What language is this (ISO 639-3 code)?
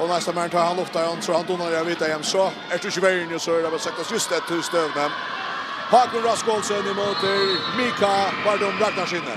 fao